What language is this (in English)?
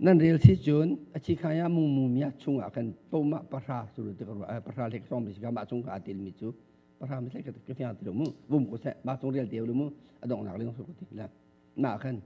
Hakha Chin